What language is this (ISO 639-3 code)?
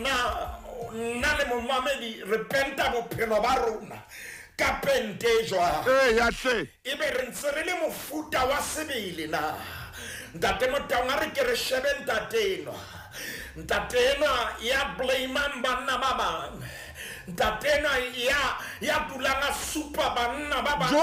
sot